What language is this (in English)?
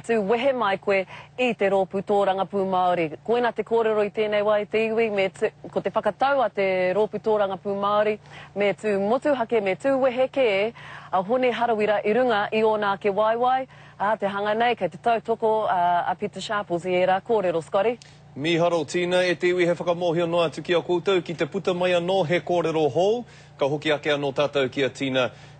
Māori